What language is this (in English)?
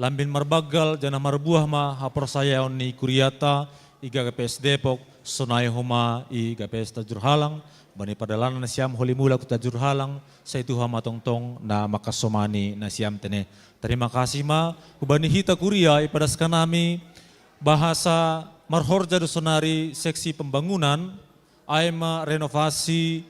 Batak Simalungun